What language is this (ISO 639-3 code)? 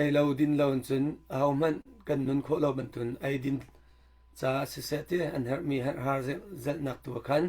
cnh